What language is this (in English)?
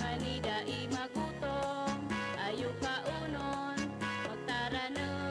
Bikol